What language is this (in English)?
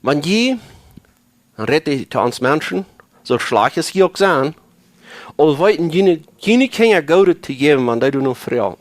Plautdietsch